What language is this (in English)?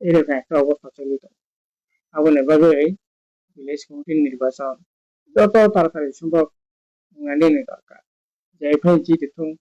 Kok Borok